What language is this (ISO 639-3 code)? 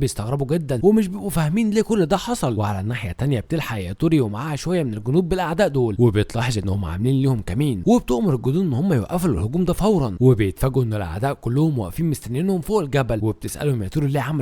arz